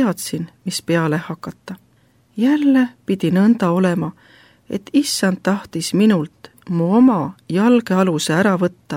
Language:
Estonian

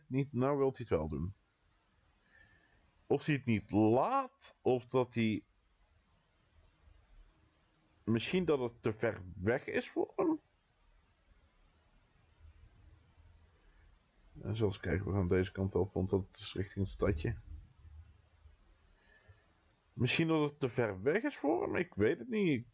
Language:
Dutch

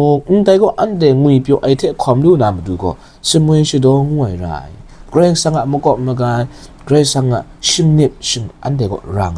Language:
Kachin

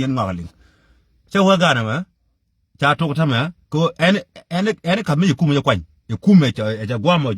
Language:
Nuer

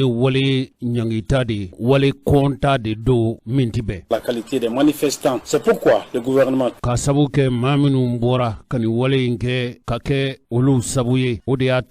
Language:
Bambara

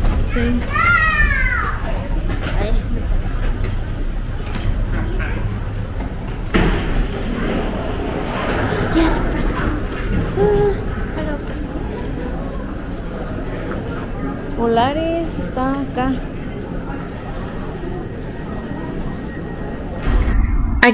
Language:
Spanish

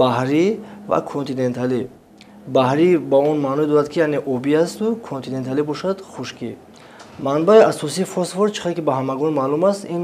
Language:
Tajik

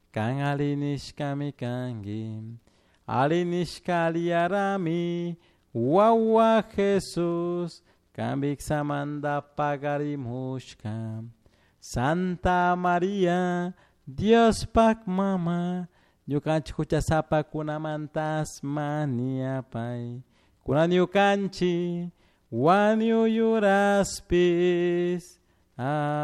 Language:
Chimborazo Highland Quichua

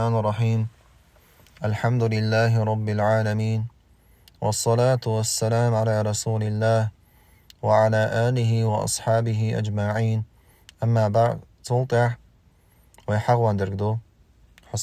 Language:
Chechen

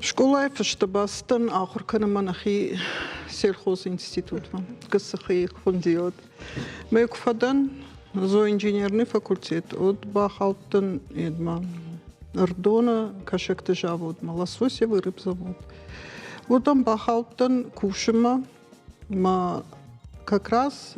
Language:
Ossetic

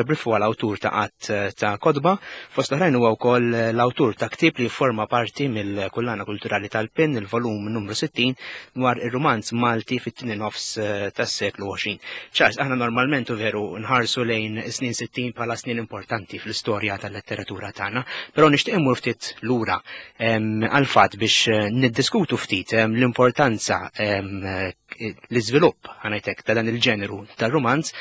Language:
Maltese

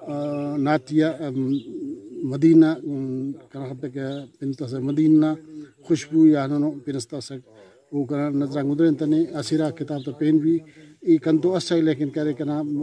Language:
Brahui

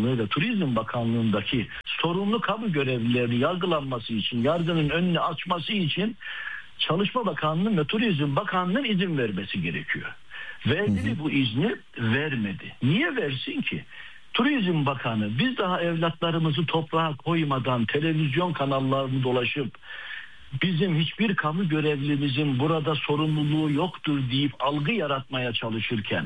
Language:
Turkish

